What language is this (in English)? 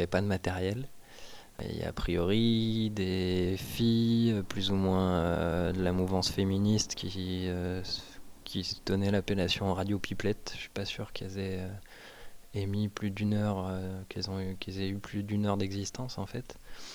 French